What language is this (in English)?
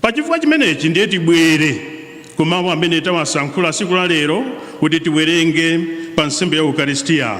Nyanja